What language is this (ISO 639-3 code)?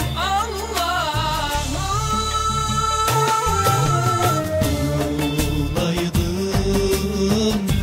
tur